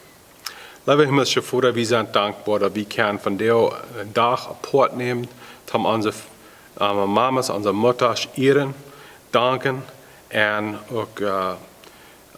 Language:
Plautdietsch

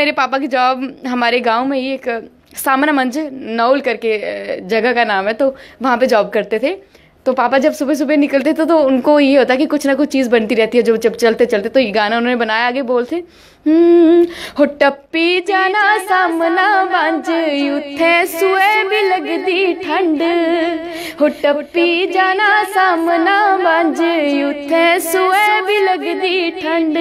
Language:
Dogri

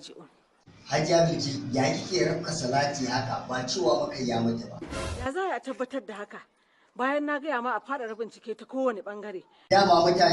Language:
Hausa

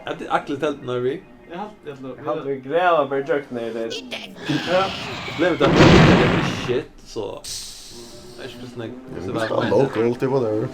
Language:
Faroese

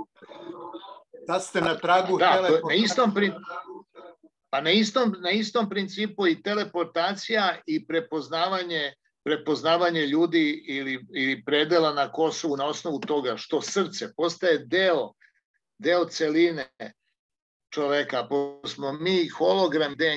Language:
Serbian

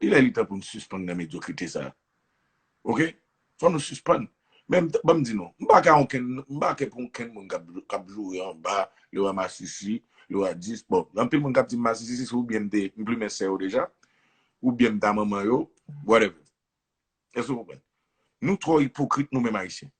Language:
Haitian Creole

